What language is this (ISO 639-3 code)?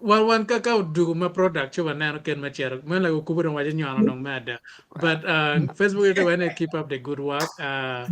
ach